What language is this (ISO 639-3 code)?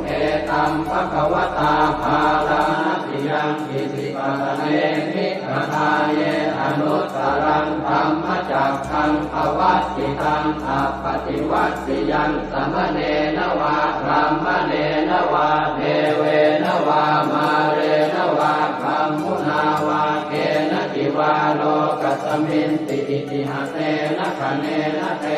pli